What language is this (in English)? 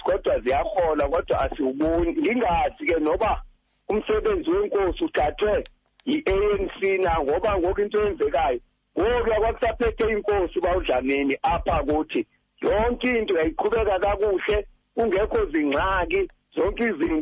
Xhosa